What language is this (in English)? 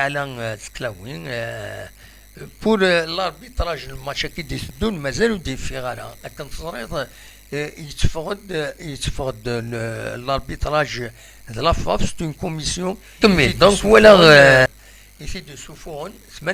Kabyle